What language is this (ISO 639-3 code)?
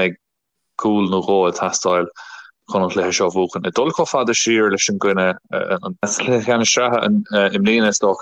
gle